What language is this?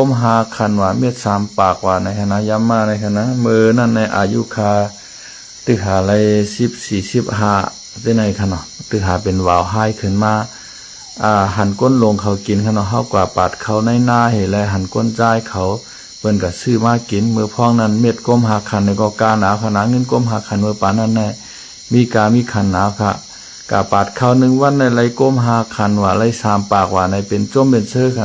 Shan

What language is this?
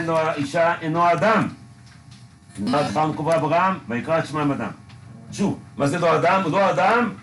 Hebrew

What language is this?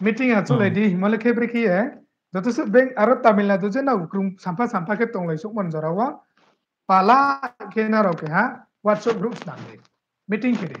Riang (India)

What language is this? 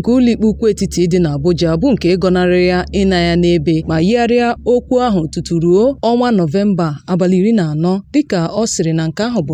Igbo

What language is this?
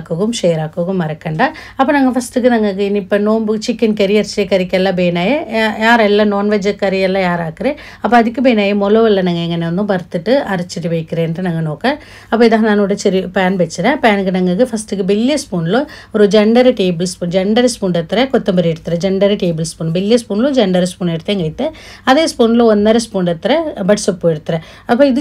Malayalam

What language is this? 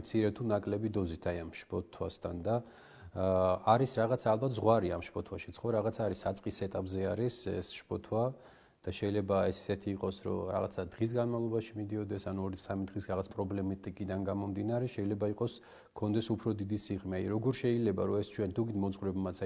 Georgian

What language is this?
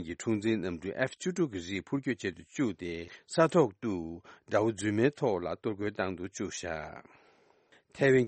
Tibetan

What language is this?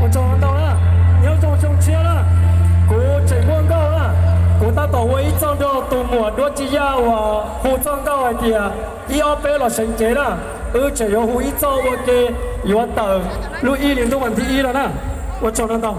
Hmong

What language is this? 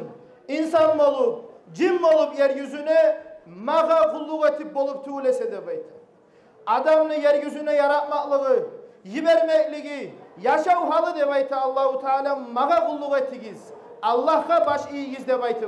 Kumyk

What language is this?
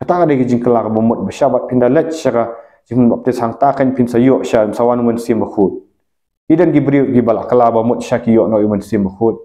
Khasi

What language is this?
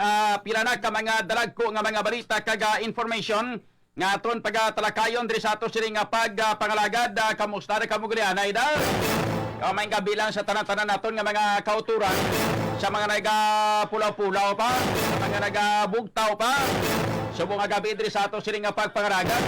Hiligaynon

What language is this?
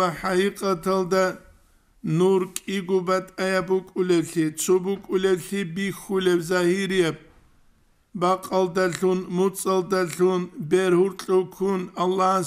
Avaric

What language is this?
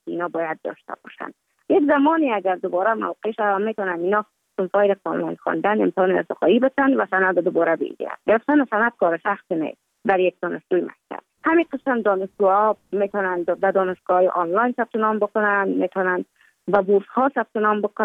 Persian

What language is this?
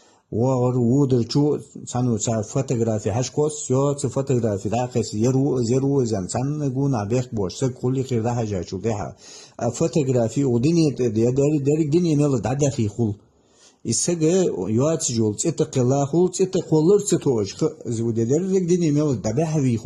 Ingush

